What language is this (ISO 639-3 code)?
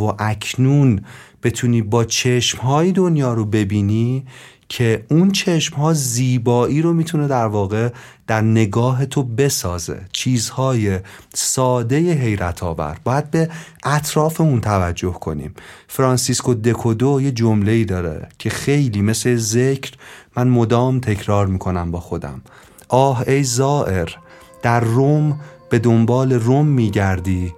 fas